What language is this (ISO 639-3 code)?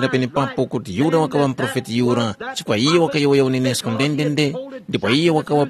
tum